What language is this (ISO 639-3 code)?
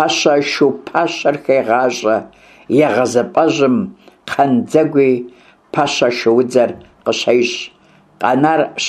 kbd